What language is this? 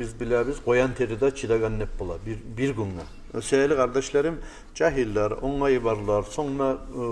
Kumyk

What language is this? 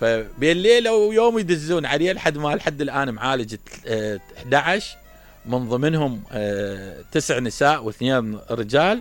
Mesopotamian Arabic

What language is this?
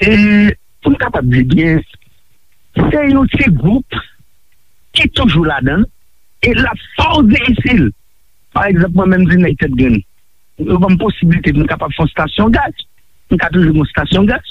Haitian Creole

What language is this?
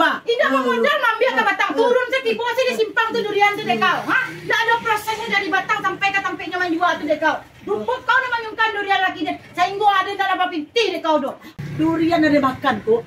Minangkabau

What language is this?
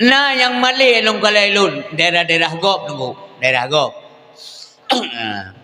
Achinese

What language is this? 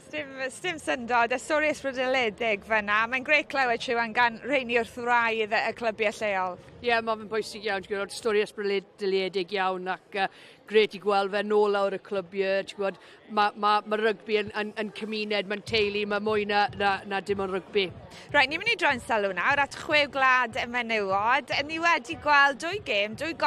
Welsh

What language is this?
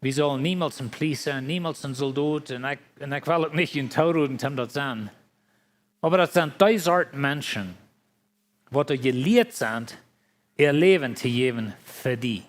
Plautdietsch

